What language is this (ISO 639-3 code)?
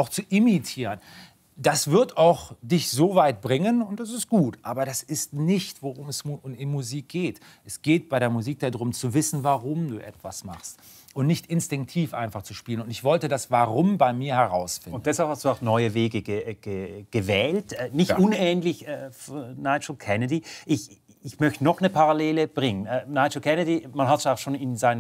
deu